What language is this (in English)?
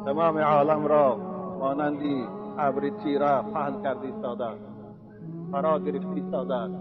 Tajik